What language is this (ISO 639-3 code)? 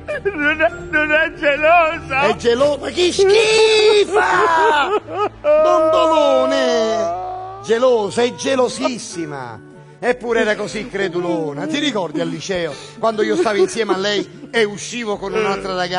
ita